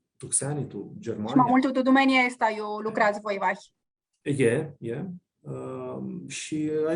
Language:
Aromanian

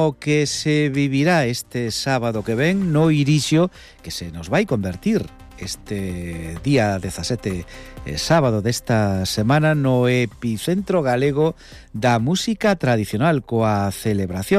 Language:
Galician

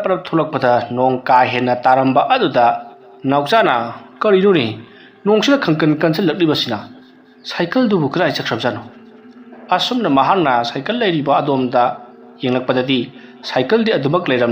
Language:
Manipuri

